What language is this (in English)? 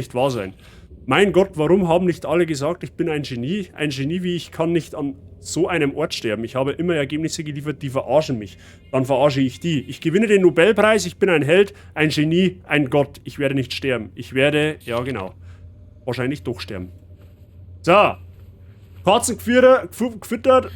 Bavarian